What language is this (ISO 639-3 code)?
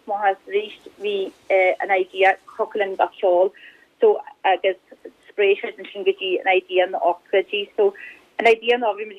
gle